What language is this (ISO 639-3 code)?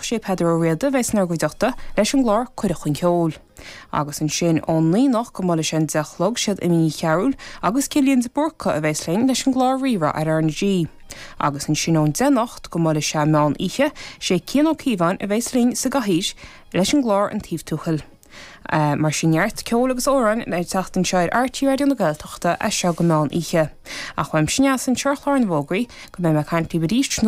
gle